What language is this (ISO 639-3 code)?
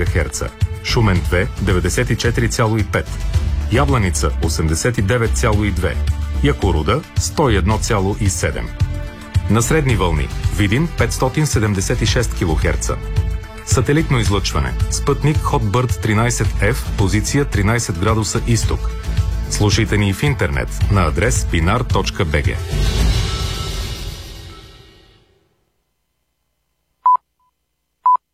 bul